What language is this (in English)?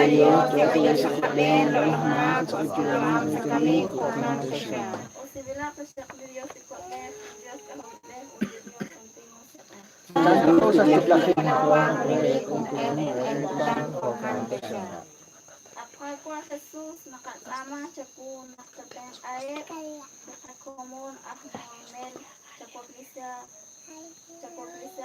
Kekchí